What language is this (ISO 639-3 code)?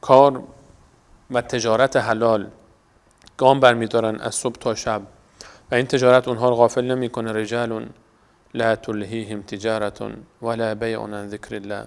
fas